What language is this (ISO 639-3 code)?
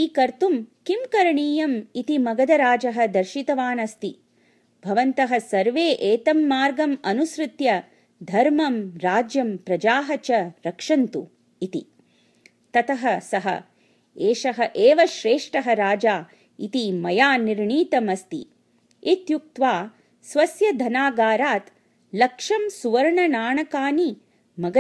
san